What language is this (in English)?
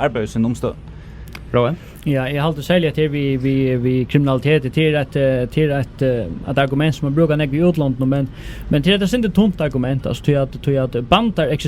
Faroese